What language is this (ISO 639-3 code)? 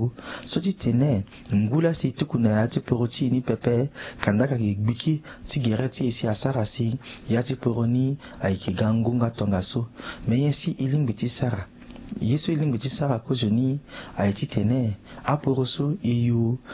sag